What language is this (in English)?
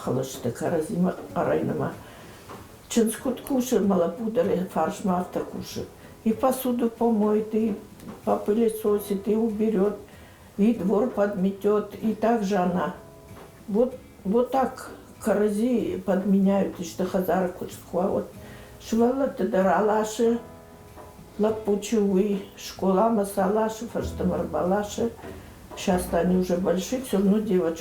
Ossetic